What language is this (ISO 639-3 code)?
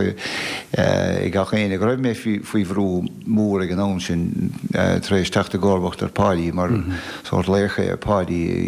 gle